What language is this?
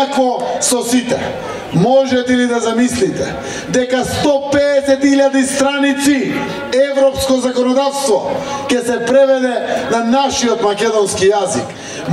Macedonian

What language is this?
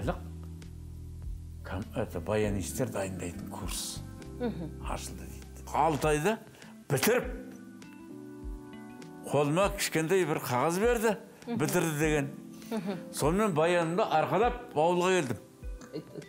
Kazakh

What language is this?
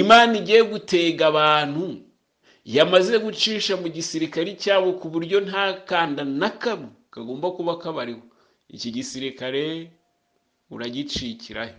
Kinyarwanda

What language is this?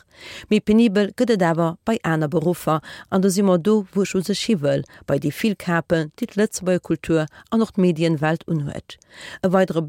Luxembourgish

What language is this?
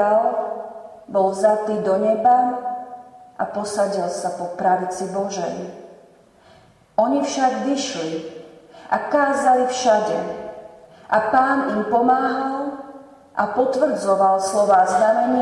Slovak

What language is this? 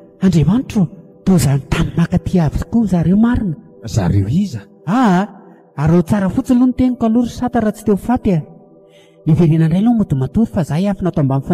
Malagasy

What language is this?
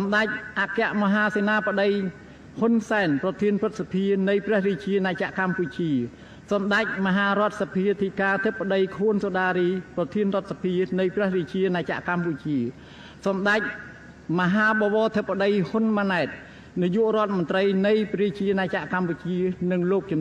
Khmer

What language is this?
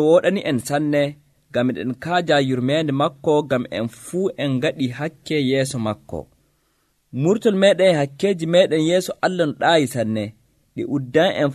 Nigerian Fulfulde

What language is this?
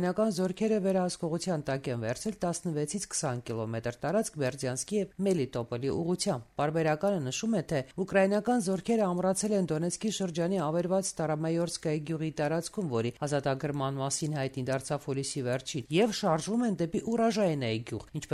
Armenian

